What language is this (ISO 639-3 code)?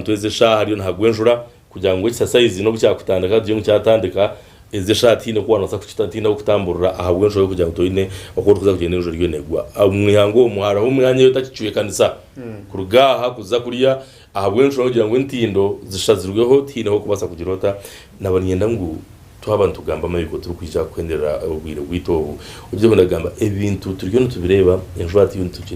nyn